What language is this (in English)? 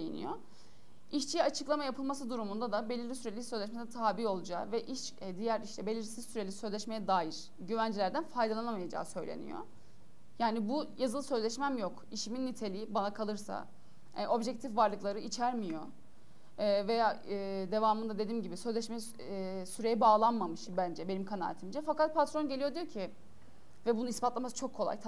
Turkish